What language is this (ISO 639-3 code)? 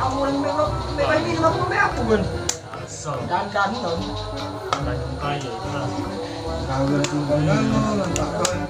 mui